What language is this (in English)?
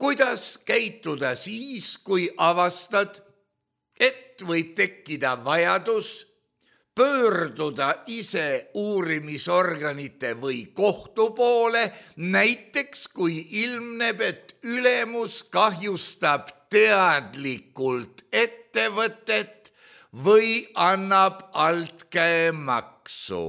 Estonian